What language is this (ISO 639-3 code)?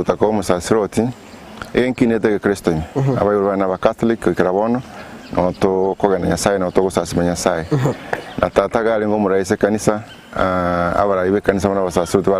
guz